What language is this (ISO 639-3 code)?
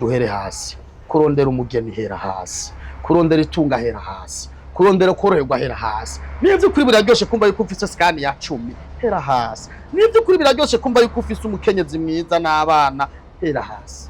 run